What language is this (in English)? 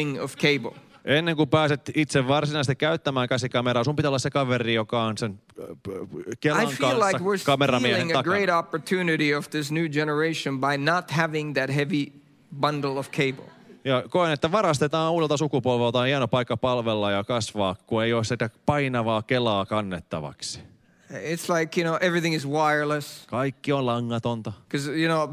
Finnish